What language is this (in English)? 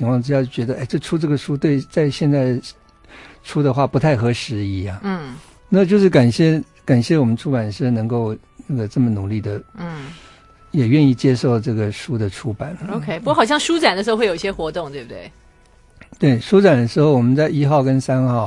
Chinese